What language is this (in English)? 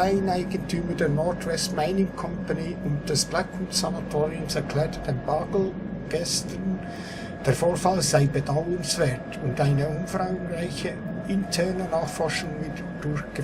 Swiss German